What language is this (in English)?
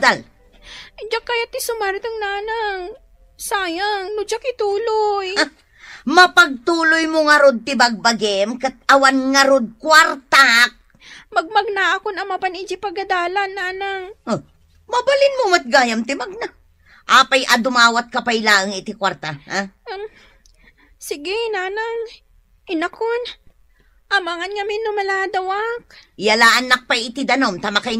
Iloko